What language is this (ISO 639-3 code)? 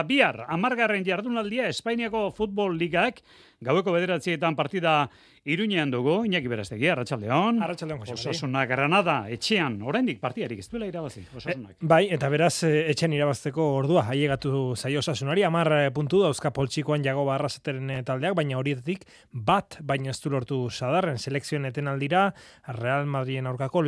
eus